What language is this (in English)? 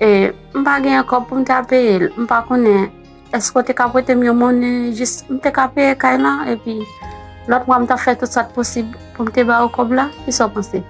Haitian Creole